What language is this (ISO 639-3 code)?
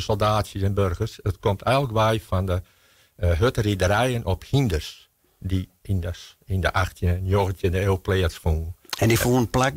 fry